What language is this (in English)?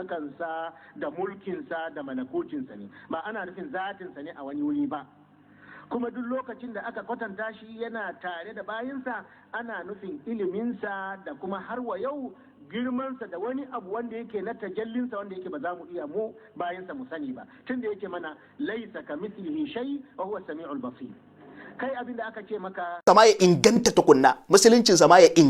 Hausa